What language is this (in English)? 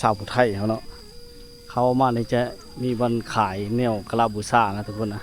Lao